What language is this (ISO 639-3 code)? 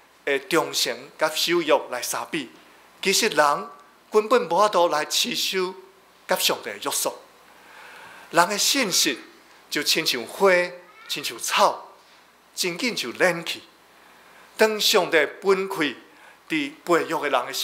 nan